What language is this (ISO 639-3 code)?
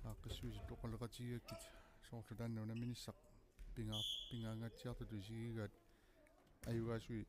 kal